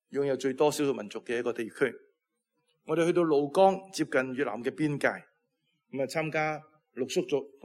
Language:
Cantonese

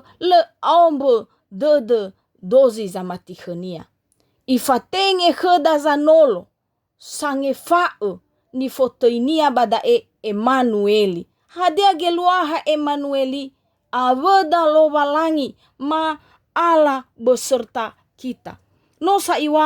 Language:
Nias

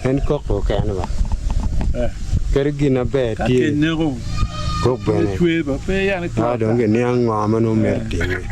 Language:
Acoli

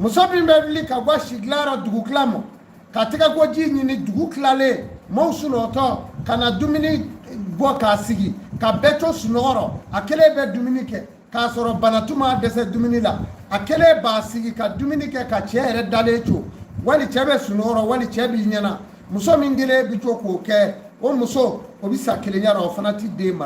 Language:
Bambara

